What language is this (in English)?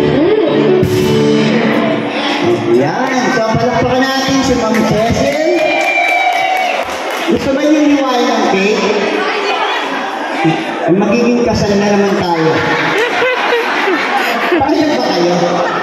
Filipino